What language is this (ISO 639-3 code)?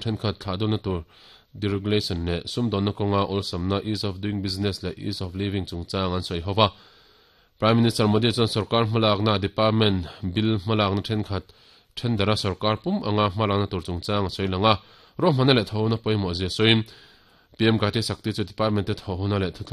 lus